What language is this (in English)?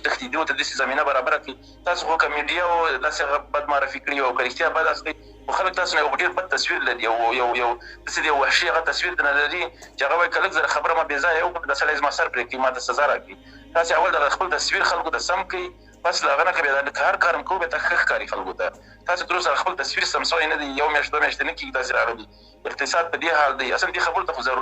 Pashto